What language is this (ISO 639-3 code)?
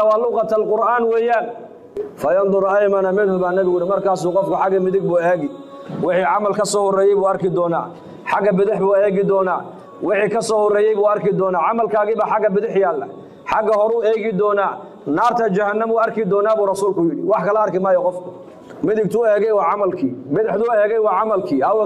som